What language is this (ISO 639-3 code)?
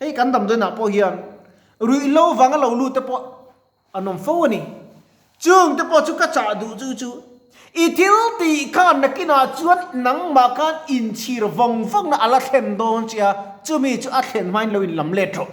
lus